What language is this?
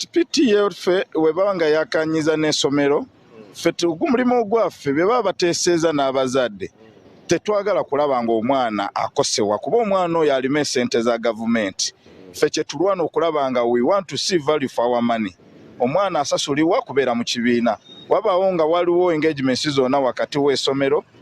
Ganda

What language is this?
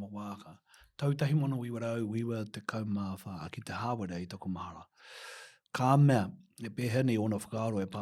Māori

